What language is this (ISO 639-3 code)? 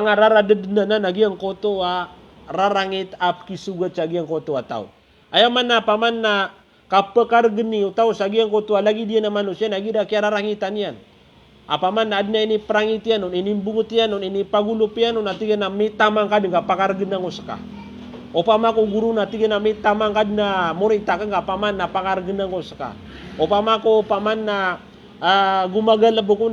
mrw